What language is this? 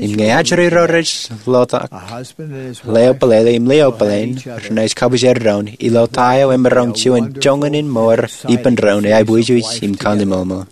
Marshallese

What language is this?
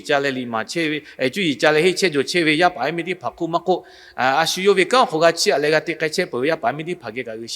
Lahu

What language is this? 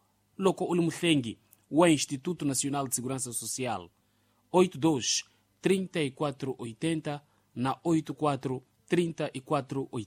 Tsonga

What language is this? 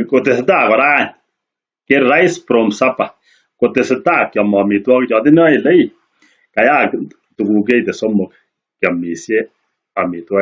Kalenjin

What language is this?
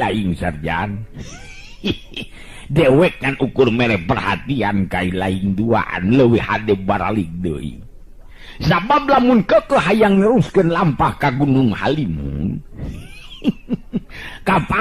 Sundanese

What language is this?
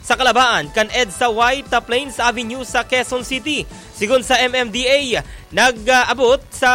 Bikol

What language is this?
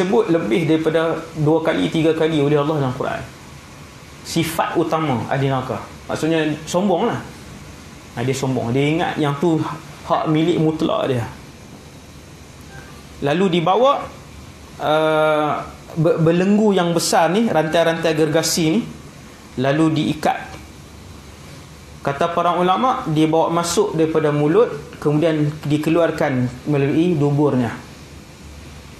Malay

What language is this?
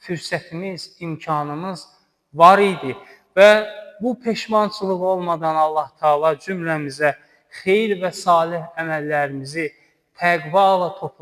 Azerbaijani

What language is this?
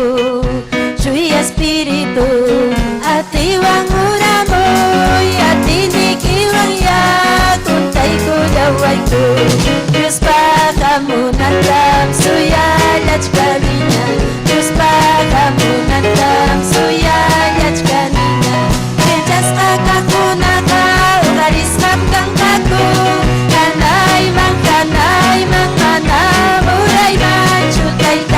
Ayacucho Quechua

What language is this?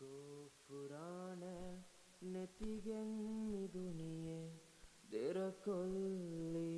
Divehi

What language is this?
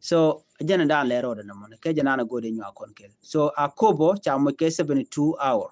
Nuer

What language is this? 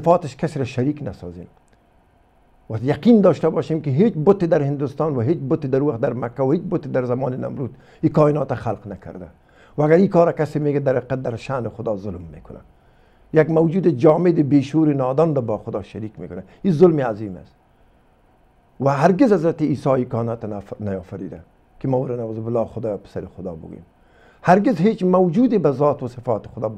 Persian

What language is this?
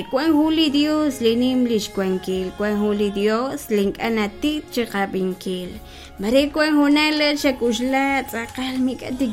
Kekchí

